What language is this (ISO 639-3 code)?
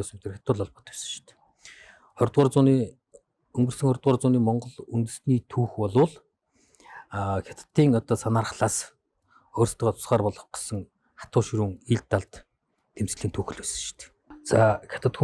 mon